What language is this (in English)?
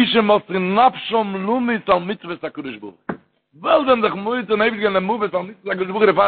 Yiddish